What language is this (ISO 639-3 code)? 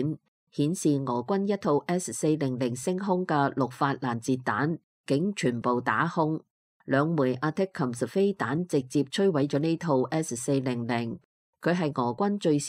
yue